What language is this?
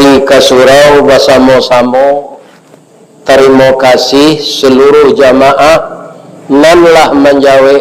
Minangkabau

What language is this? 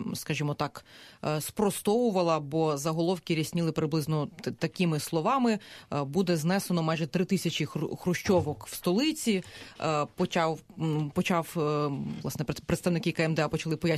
Ukrainian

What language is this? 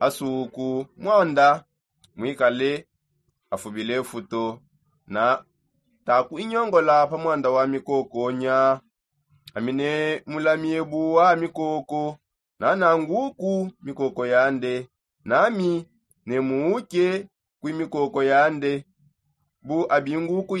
Songe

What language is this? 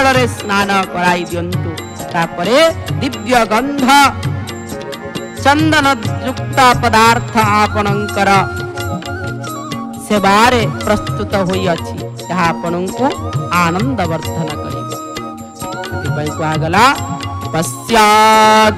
Odia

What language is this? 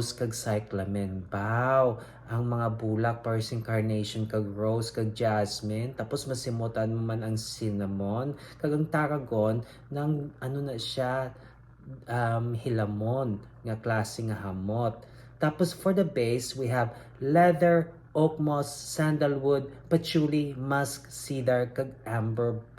Hiligaynon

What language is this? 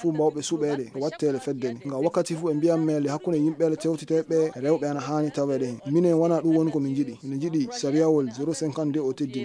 Fula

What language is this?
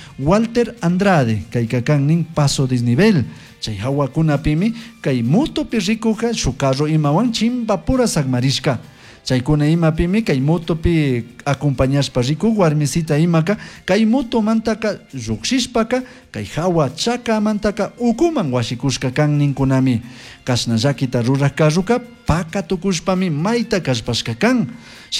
Chimborazo Highland Quichua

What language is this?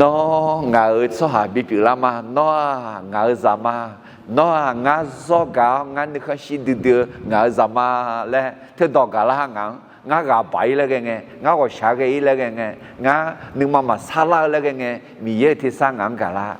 Akha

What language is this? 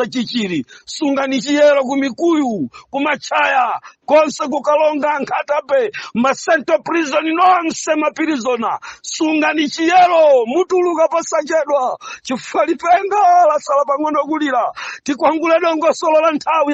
Nyanja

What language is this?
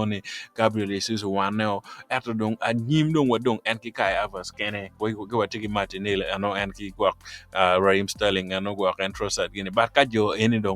Acoli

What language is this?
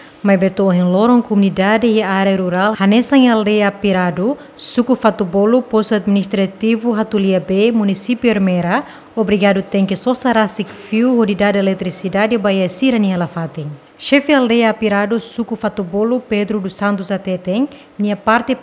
Tetum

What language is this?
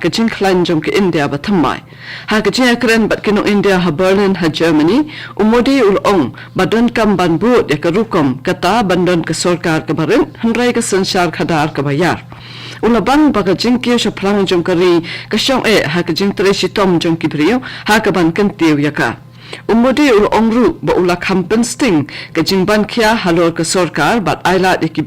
Khasi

